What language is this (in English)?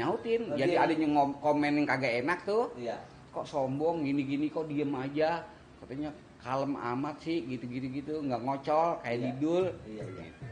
Betawi